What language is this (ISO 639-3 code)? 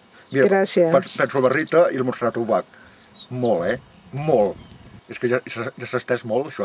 cat